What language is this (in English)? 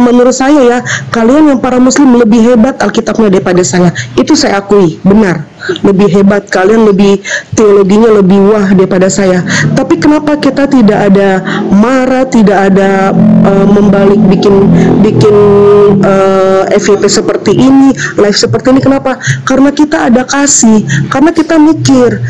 Indonesian